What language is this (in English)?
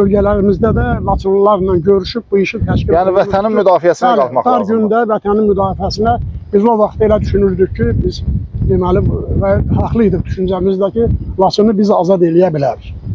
Azerbaijani